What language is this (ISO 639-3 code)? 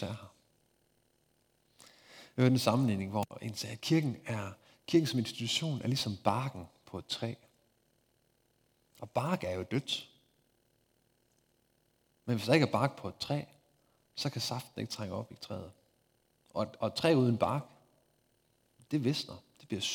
dan